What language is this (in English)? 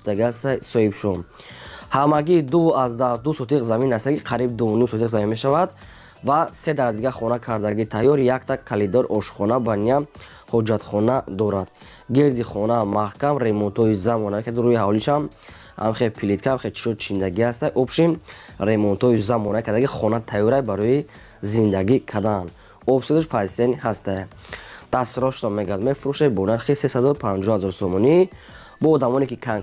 Tajik